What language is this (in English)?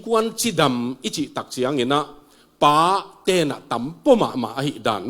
Tedim Chin